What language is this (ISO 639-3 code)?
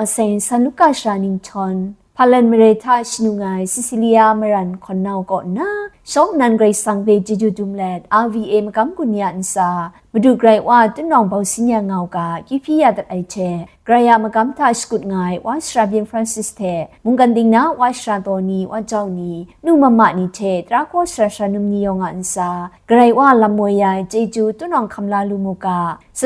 kac